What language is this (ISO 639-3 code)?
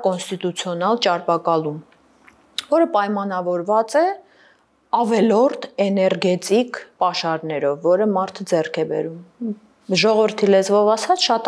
hye